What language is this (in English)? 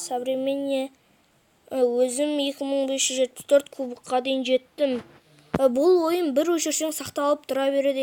Kazakh